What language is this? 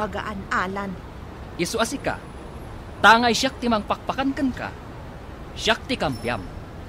Iloko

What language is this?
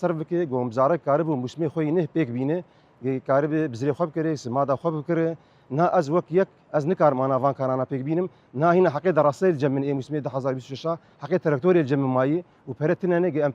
Kurdish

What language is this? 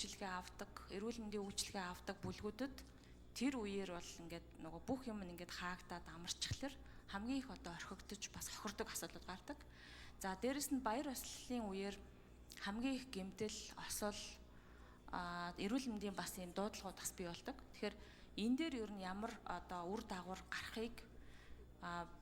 Mongolian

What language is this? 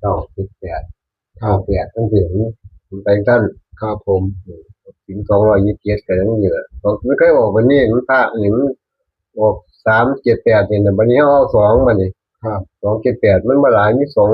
Northeastern Thai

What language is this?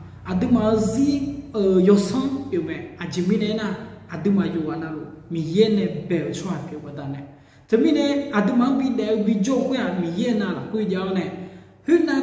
Akha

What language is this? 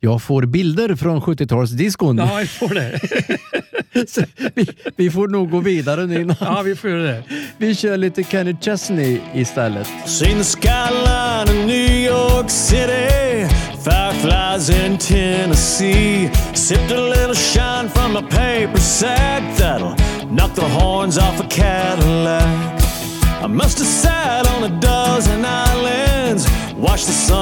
Swedish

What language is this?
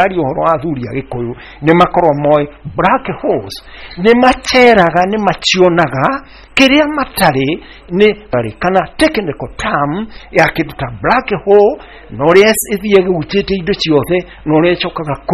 Kikuyu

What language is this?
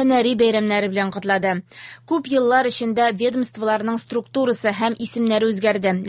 Tatar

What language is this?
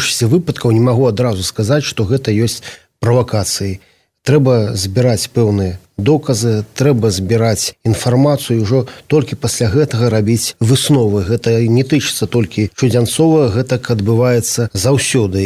Belarusian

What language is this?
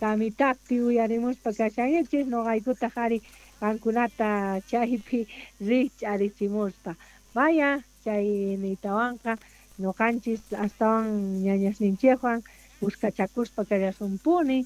South Bolivian Quechua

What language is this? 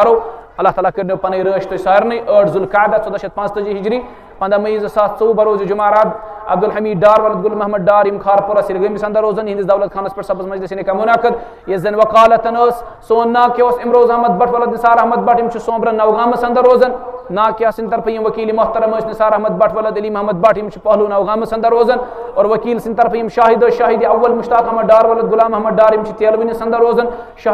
Kashmiri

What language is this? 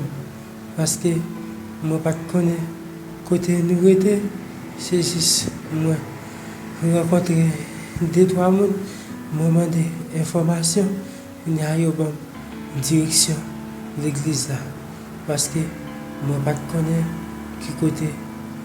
Haitian Creole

